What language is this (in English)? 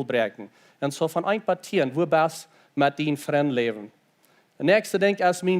Plautdietsch